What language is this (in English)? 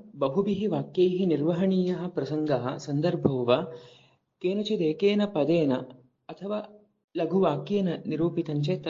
Sanskrit